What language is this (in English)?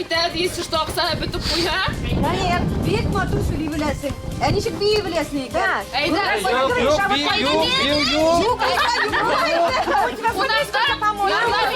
Bashkir